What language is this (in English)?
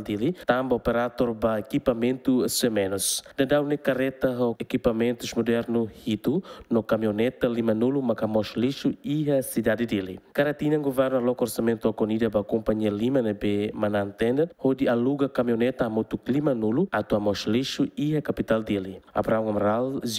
Tetum